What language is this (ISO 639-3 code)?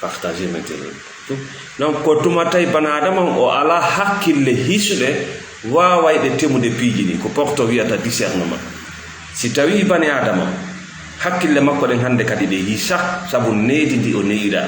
ful